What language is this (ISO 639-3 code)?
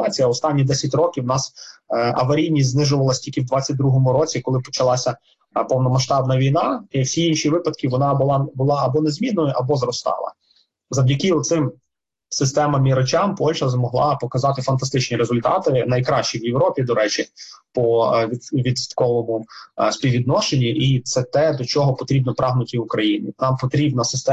ukr